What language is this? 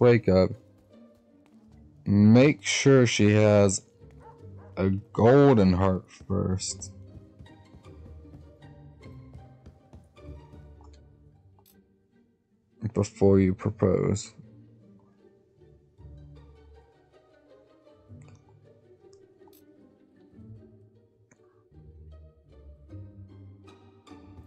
English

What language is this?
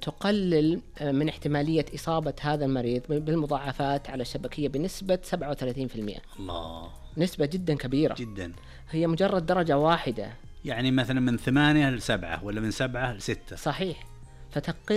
Najdi Arabic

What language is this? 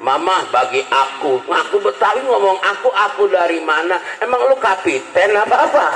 Betawi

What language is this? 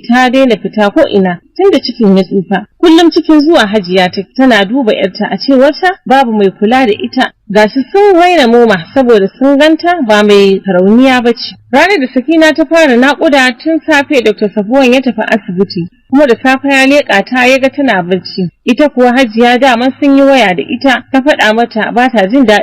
Hausa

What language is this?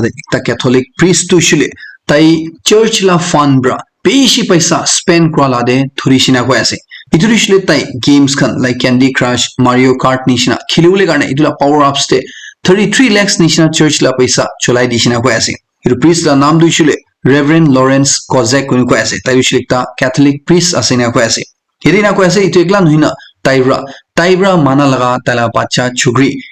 Naga Pidgin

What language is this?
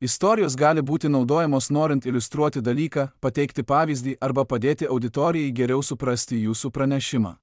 Lithuanian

